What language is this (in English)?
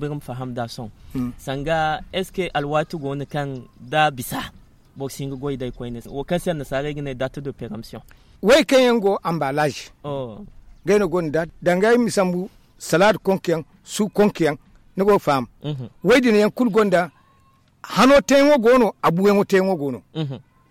Zarma